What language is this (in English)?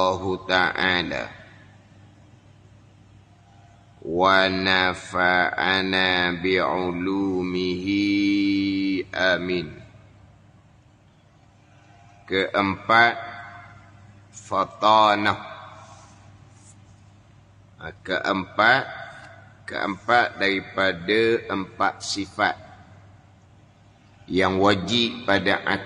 Malay